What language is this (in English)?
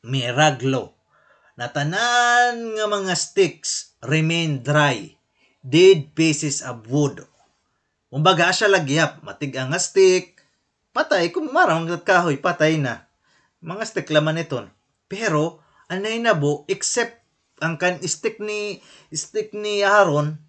Waray